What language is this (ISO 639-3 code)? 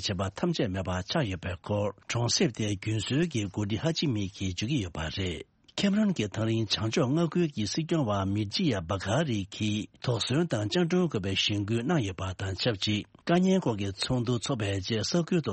bod